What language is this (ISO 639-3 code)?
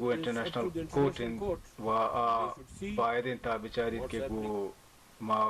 bal